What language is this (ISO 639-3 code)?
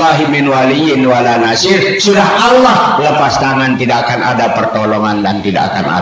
sas